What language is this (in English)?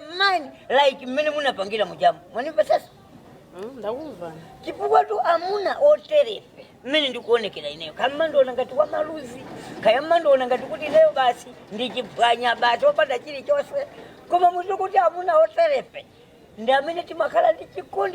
Nyanja